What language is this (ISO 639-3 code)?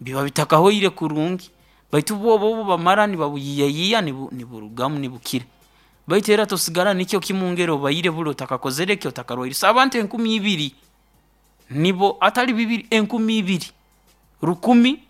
nyo